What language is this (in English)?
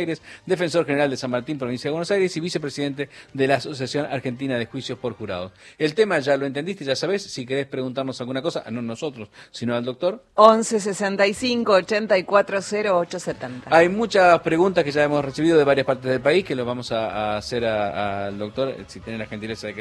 Spanish